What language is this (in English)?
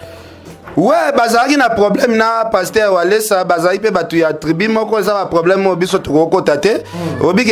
Lingala